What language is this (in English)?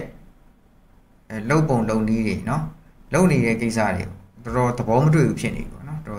Burmese